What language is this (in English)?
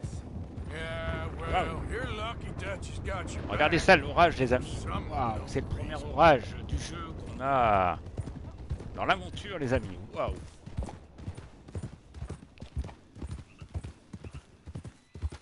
French